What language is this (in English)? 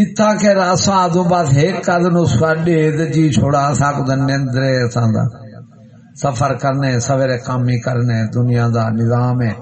Saraiki